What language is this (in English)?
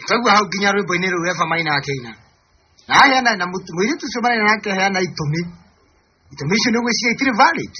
Kikuyu